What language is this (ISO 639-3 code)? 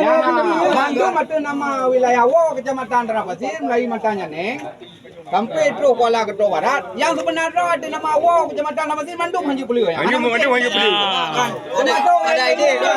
ace